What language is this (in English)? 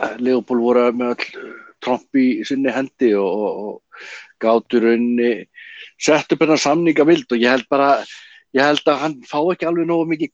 Icelandic